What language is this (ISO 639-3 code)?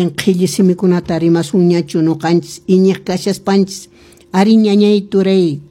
que